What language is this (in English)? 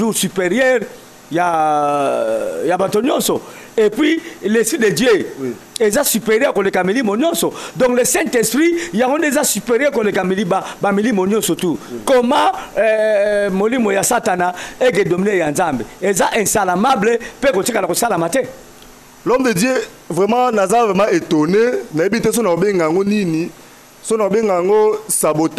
Lingala